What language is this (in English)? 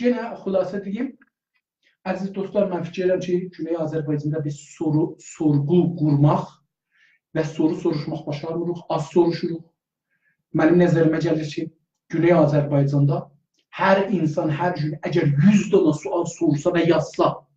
South Azerbaijani